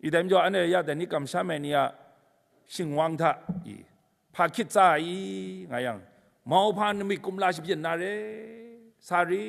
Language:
Kachin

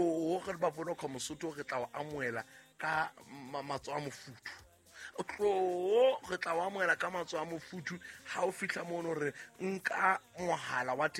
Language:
Southern Sotho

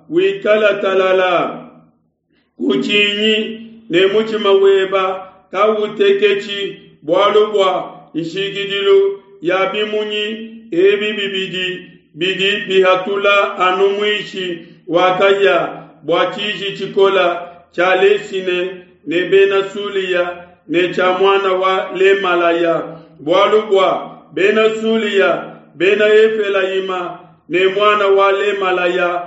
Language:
Luba-Lulua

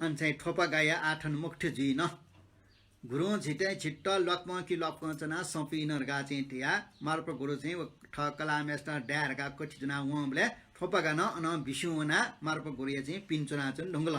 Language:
Newari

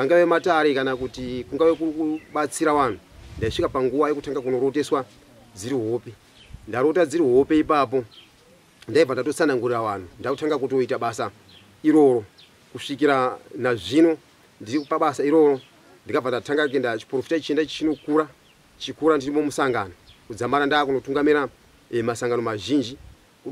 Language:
Shona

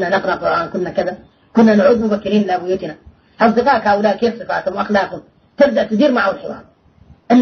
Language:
Arabic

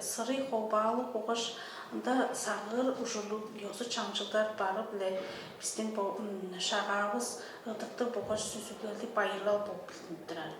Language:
Tuvinian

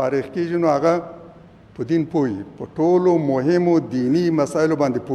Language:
Pashto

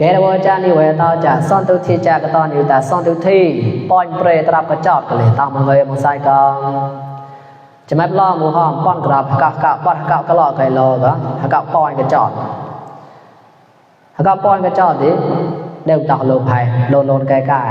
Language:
Mon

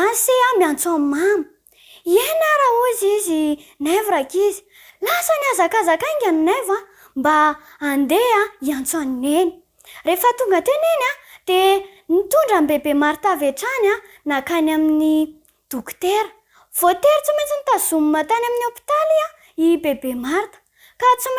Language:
Malagasy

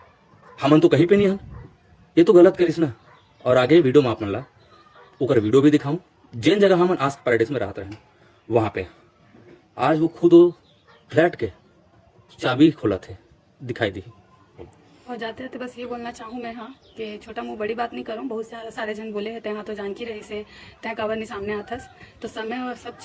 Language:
Chhattisgarhi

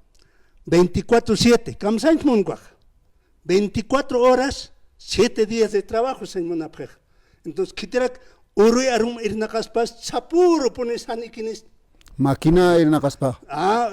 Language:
Aymara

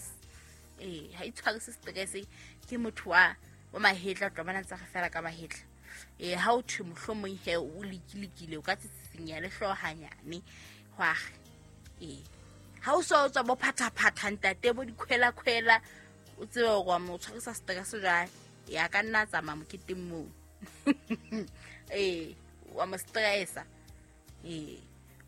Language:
Southern Sotho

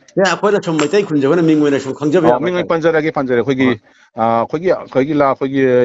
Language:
Manipuri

